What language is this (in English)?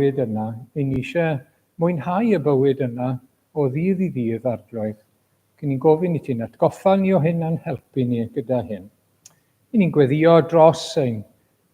Welsh